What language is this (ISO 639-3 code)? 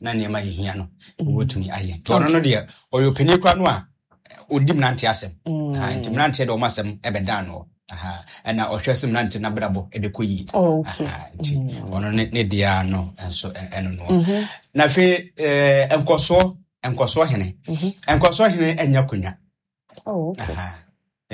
aka